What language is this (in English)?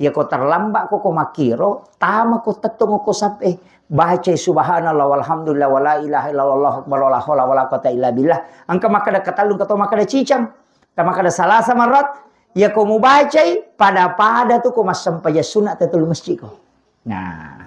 Buginese